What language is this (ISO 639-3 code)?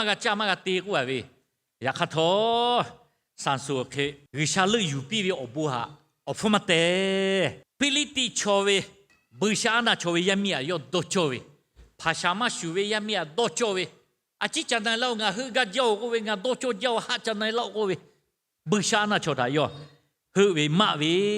lhu